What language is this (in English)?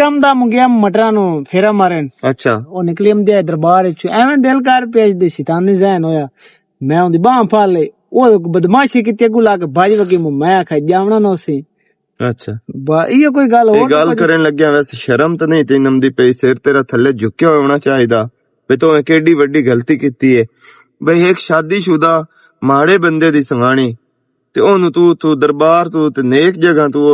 Western Panjabi